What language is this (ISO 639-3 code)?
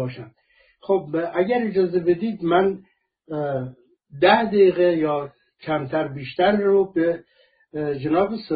fas